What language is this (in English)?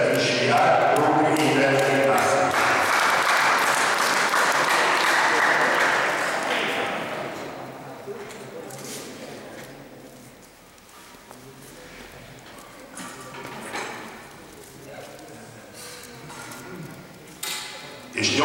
Hungarian